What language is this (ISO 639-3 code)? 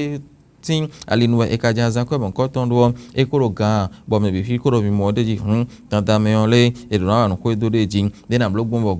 fon